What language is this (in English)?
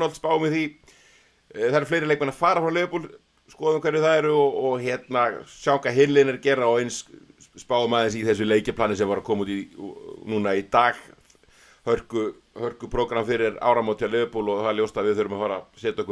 Icelandic